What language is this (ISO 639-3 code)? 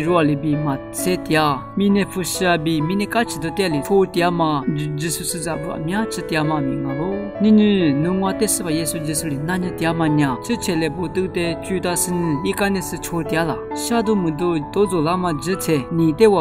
lis